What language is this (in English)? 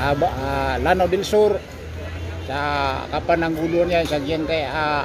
Maranao